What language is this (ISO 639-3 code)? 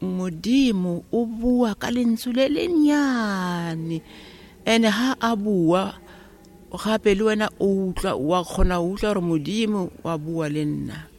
tsn